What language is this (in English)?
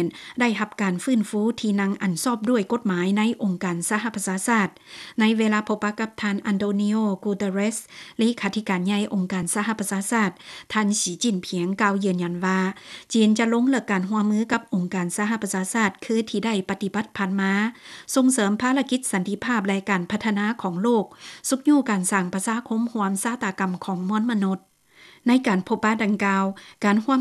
Lao